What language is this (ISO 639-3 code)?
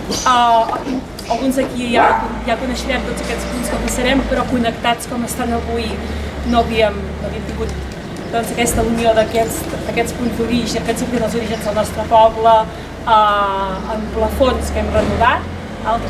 cat